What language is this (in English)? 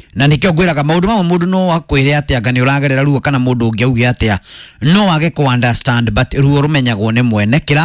Kikuyu